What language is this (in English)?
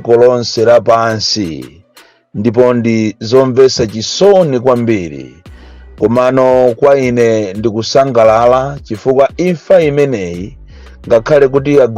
Nyanja